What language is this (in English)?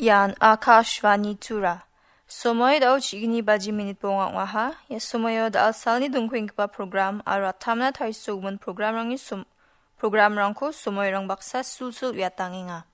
Garo